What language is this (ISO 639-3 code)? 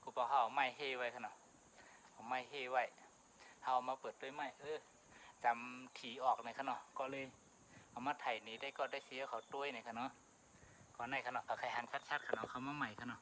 shn